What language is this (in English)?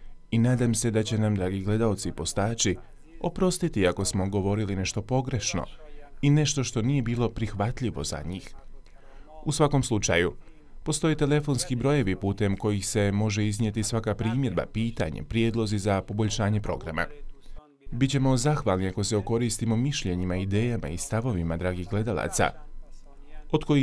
Bosnian